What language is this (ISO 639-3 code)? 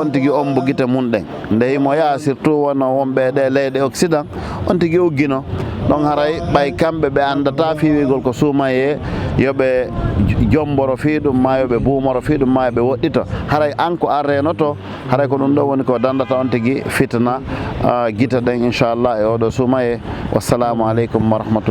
ful